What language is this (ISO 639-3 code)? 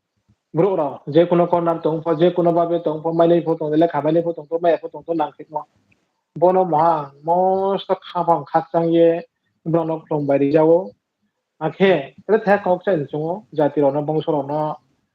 ria